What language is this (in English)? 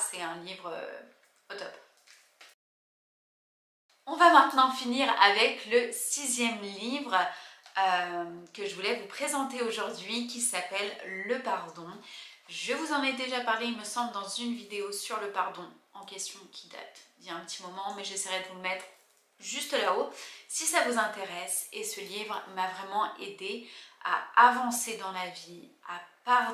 French